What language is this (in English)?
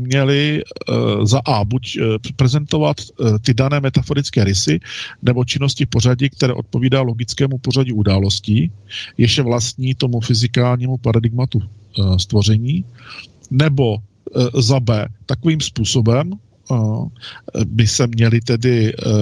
Czech